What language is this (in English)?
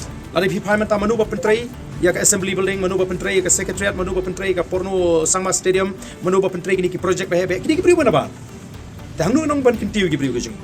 Khasi